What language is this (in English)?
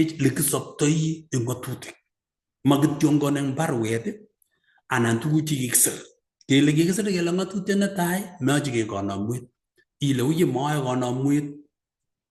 Kalenjin